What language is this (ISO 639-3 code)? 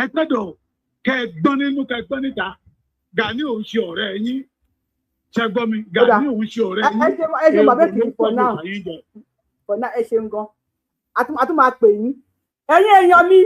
yor